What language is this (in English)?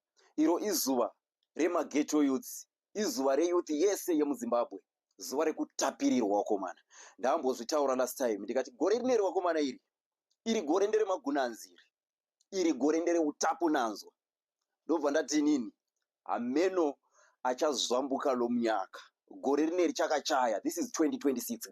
Shona